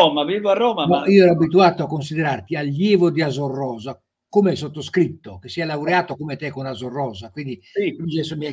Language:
Italian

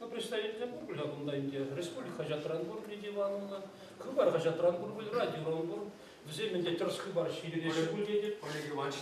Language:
Chuvash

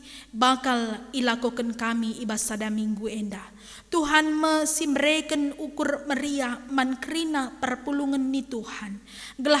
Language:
Batak Karo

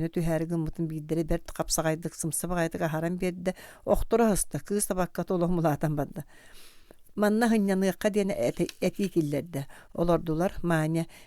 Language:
Yakut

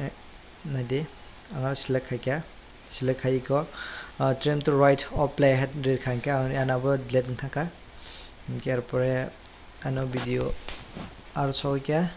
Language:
Kok Borok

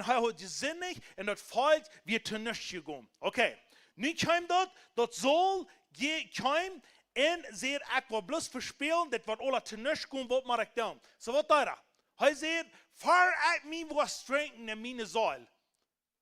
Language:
Plautdietsch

